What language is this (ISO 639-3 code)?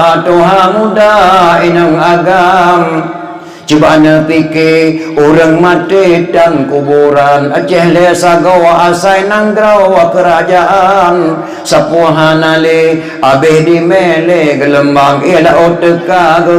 ace